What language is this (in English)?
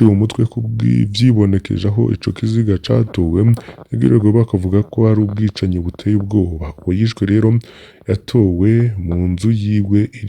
Rundi